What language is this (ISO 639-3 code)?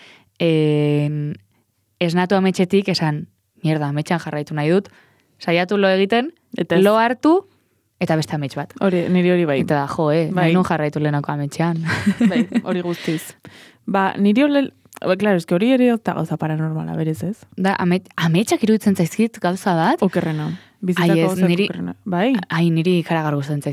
eus